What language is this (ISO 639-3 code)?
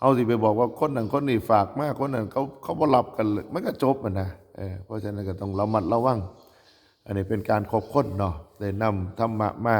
tts